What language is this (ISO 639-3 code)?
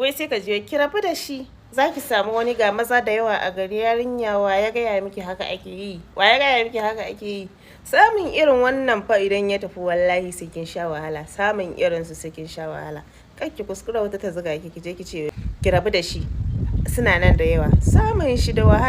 hau